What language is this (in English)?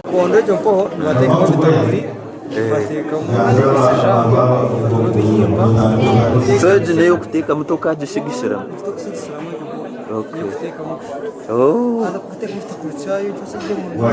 Nyankole